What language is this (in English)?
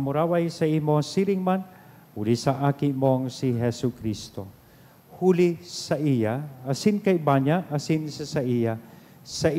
Bikol